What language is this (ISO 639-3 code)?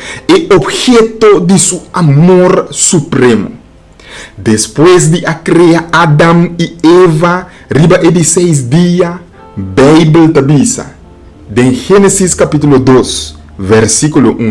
pap